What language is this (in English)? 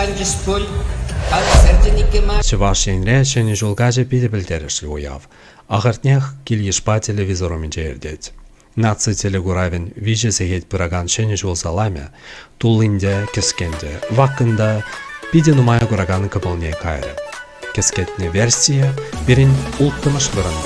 Chuvash